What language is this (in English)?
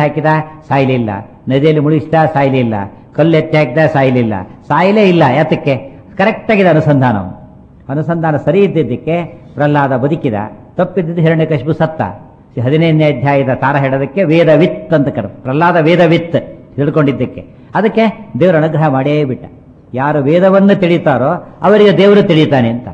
Kannada